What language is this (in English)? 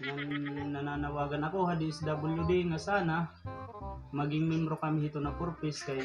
Waray